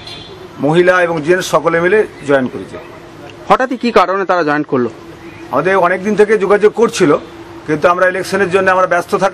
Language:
Bangla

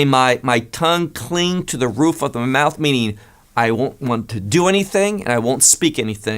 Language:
English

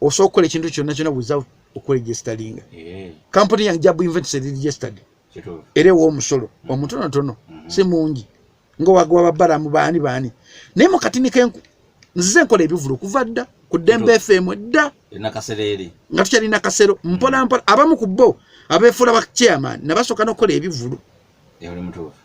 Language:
Ganda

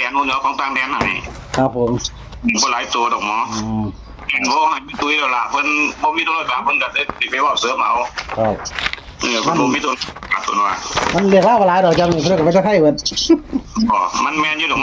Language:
Northeastern Thai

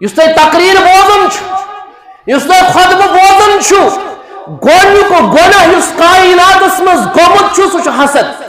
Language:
Kashmiri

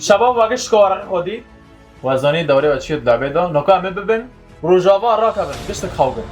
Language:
Kurdish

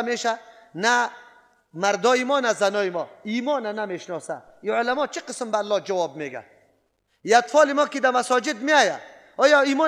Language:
Persian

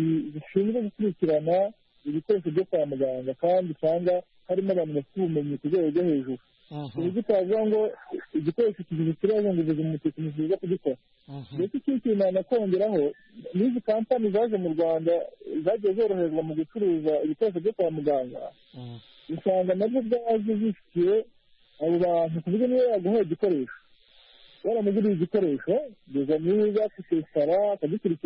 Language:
Kinyarwanda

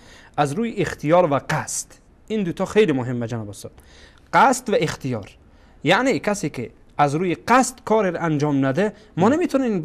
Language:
Persian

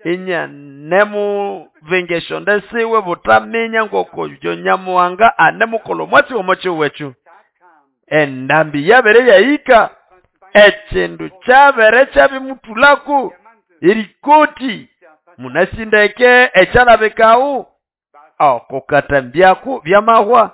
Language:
Nande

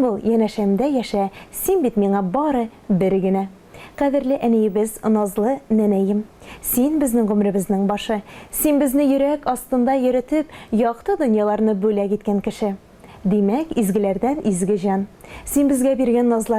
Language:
Tatar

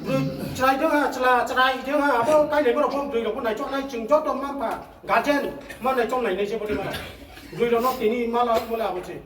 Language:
Riang (India)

